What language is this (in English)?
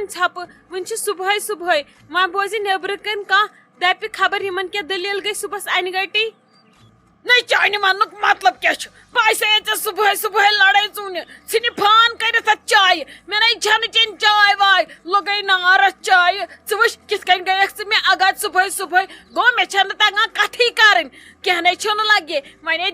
Kashmiri